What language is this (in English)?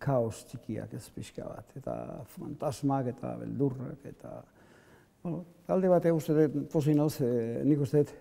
Basque